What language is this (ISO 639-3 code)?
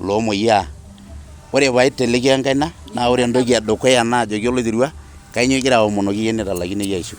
mas